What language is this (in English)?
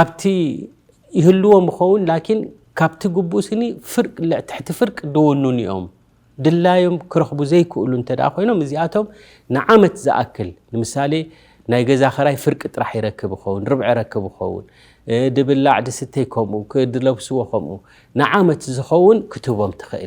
Tigrinya